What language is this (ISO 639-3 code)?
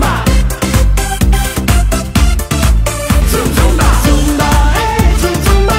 ita